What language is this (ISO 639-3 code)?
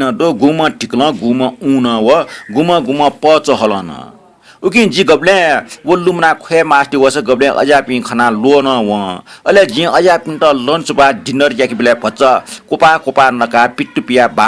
new